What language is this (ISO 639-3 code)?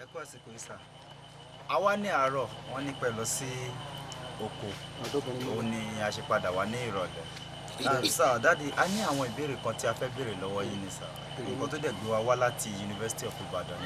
yor